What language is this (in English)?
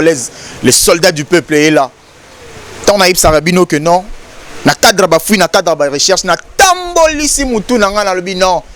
Lingala